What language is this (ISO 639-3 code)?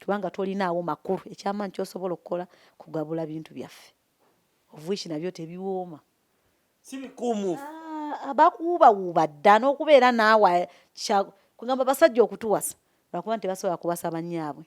lug